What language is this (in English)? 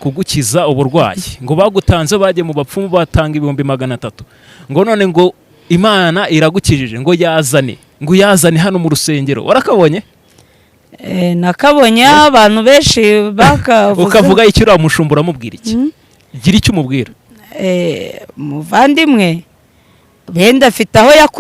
Kinyarwanda